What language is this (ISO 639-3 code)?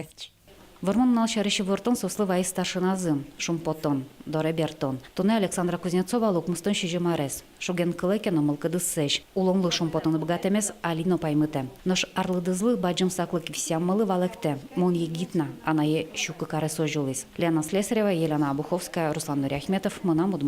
udm